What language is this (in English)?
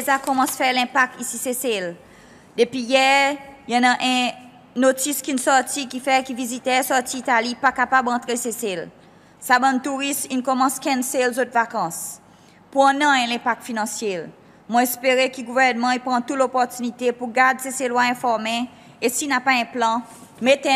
Seselwa Creole French